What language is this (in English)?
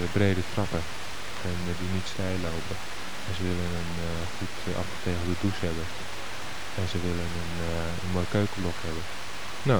Dutch